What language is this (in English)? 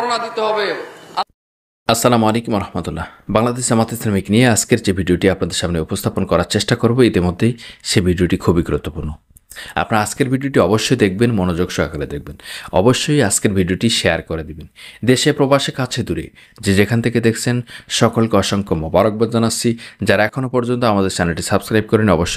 Bangla